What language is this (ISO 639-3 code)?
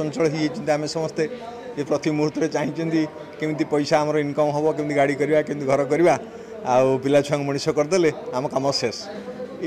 ori